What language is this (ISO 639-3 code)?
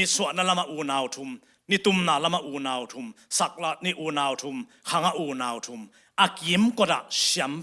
ctd